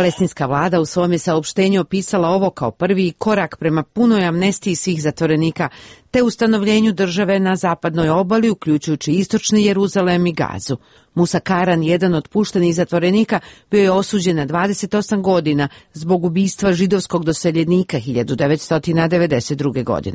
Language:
Bosnian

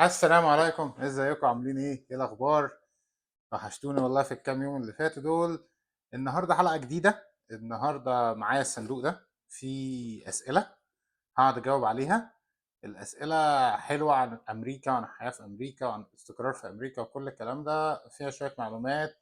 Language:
Egyptian Arabic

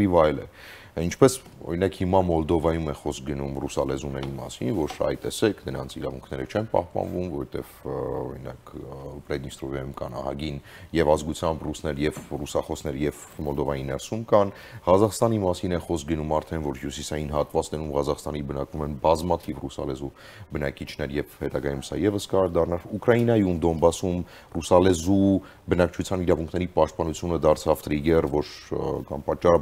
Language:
Armenian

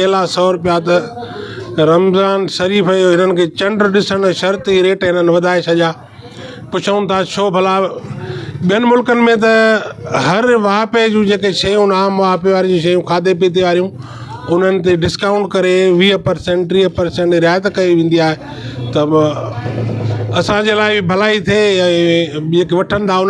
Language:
Sindhi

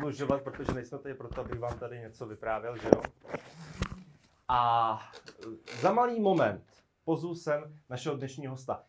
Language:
Czech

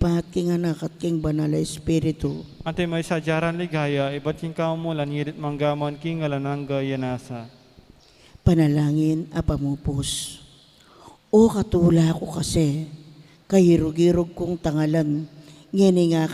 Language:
Pampanga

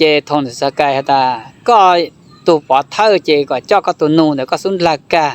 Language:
Hmong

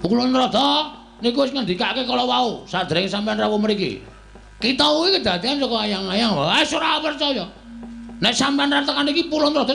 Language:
Javanese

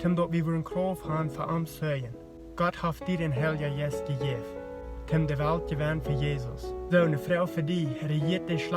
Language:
Plautdietsch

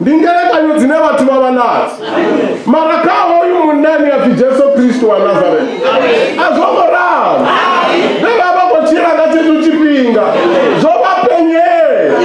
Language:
Venda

